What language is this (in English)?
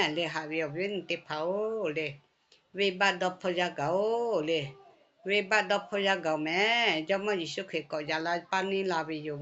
Lahu